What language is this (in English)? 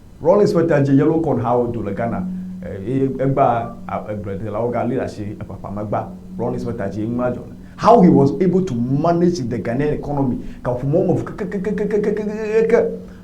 Ewe